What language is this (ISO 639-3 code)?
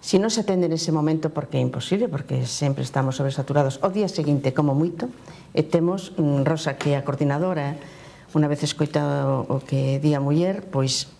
glg